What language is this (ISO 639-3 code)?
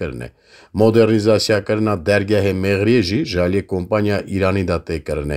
kur